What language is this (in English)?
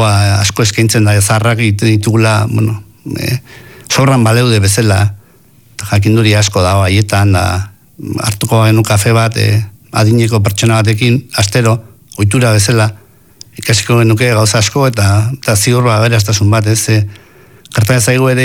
Basque